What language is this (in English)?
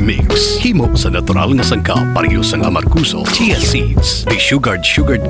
Hiligaynon